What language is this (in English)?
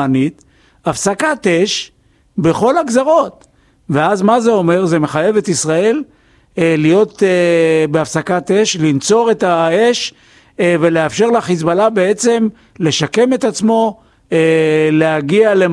Hebrew